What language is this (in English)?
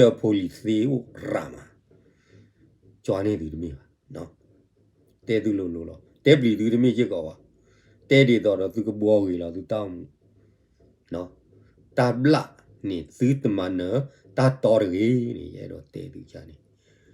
S'gaw Karen